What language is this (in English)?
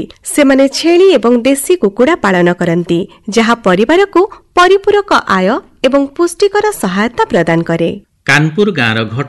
Odia